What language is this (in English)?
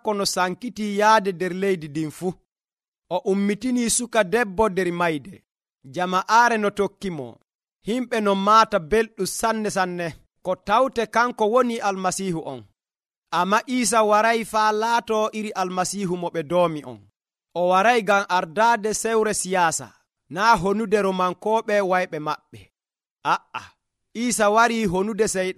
Nigerian Fulfulde